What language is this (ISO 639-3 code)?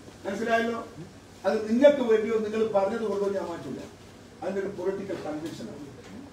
mal